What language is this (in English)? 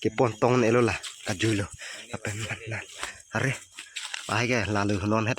Karbi